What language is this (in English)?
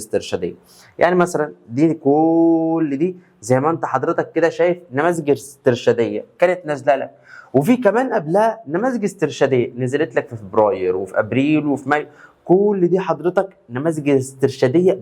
Egyptian Arabic